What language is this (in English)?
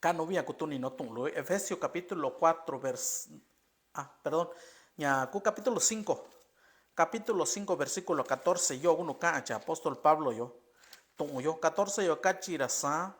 Mixtepec Mixtec